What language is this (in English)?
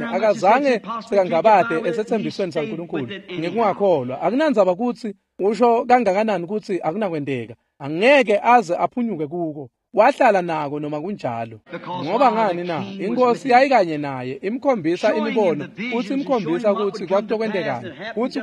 Swati